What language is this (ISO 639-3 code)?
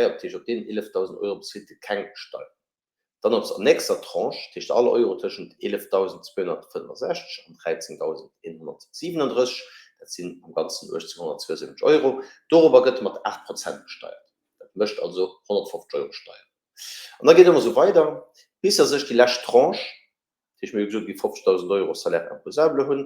ltz